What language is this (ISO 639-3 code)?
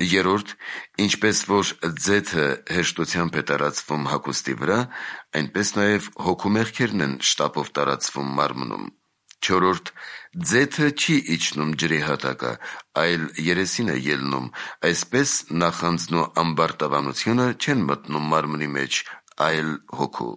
hye